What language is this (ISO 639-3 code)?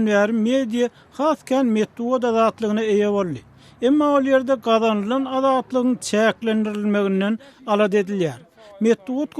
tuk